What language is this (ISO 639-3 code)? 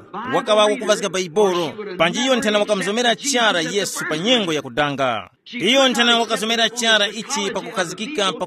tum